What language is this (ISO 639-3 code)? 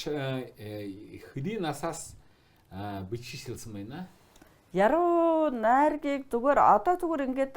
mon